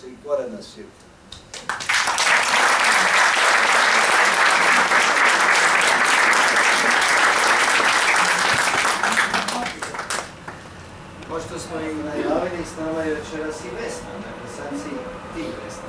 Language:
Croatian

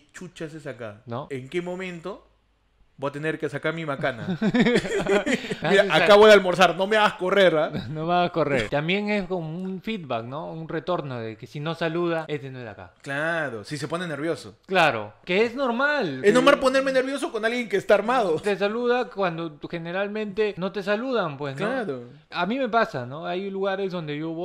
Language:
Spanish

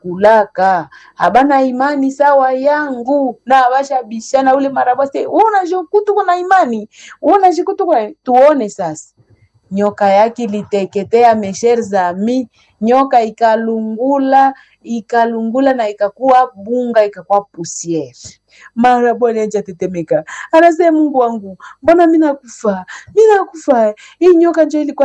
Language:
Swahili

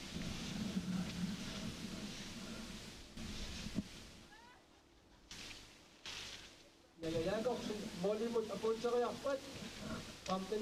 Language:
Kalaallisut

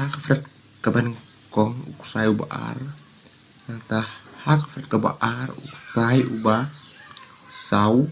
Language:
Khasi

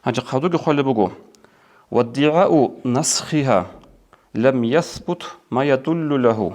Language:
Avaric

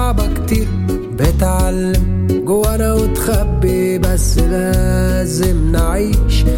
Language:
English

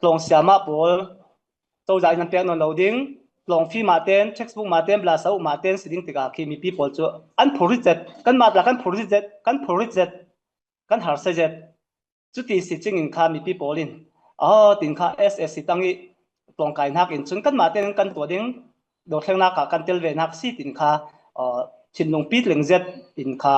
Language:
Falam Chin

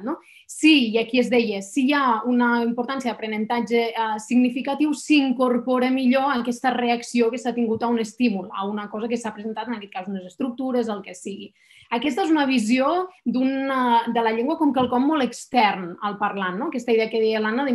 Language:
Catalan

